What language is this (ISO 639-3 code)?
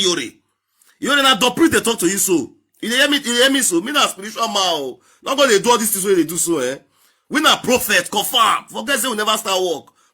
pcm